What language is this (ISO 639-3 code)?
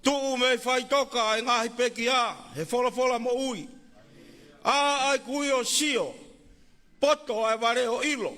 ton